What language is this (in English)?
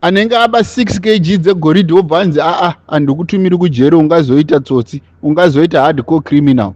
Shona